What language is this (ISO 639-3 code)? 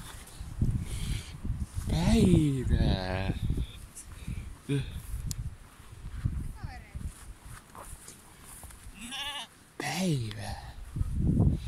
fin